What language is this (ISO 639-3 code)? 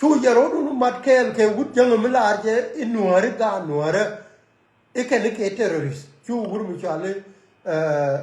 nus